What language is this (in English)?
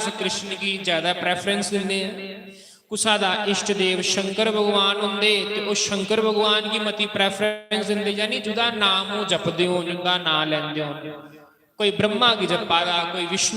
Dogri